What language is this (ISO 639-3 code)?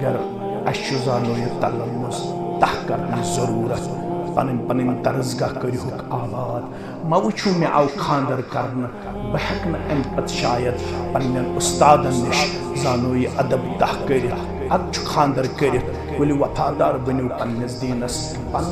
kas